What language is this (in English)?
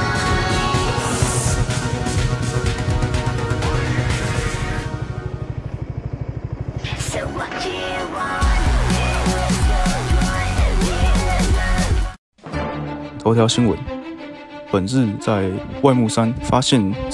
Chinese